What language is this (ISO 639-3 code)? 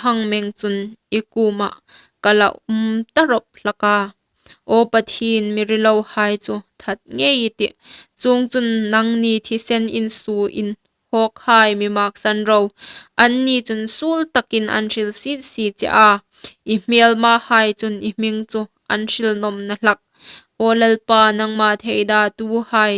hmr